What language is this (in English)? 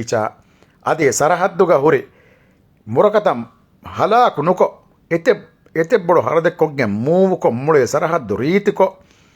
Divehi